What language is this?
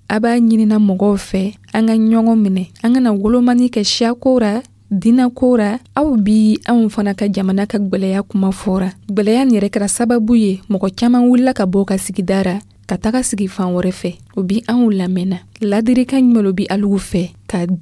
Dyula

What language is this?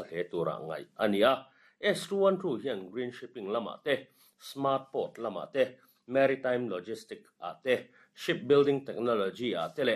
Mizo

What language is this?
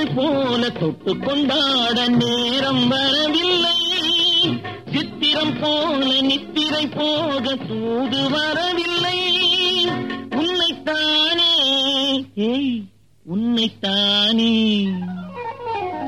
Tamil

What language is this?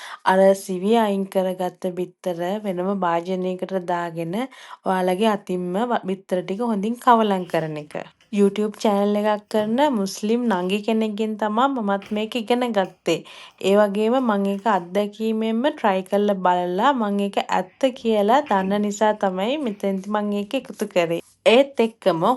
Sinhala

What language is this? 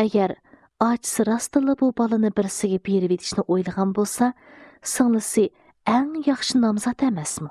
Uyghur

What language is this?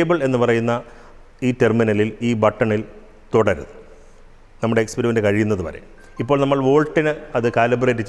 Malayalam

